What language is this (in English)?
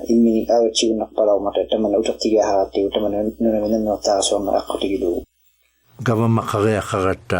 Inuktitut